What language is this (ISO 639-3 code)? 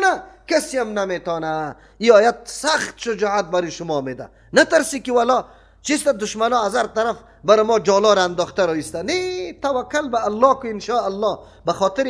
fas